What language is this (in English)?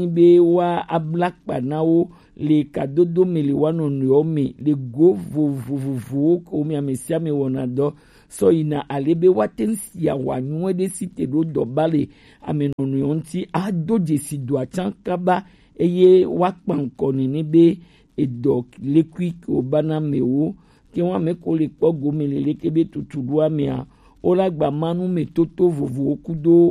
Gen